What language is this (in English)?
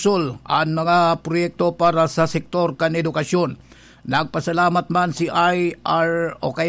Bikol